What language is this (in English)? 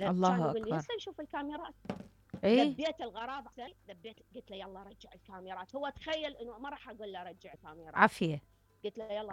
Mesopotamian Arabic